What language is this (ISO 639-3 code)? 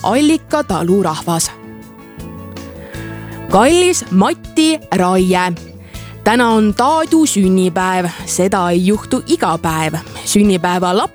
est